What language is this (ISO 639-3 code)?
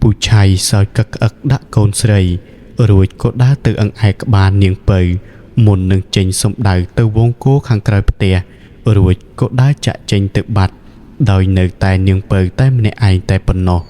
khm